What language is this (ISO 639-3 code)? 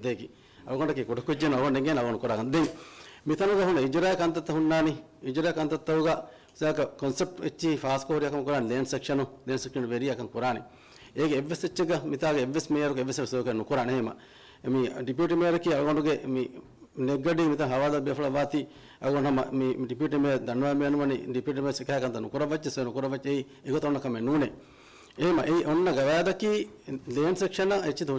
div